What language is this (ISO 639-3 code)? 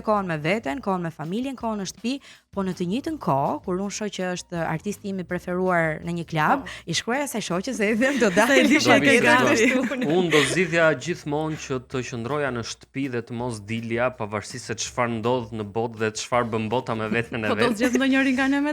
sqi